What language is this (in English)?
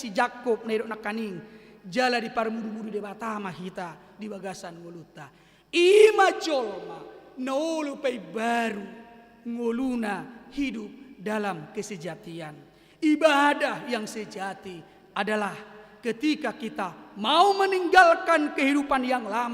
Batak Toba